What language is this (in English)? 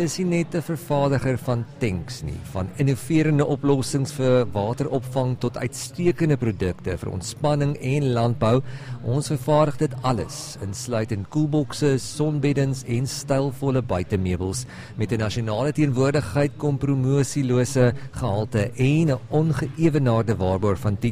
Afrikaans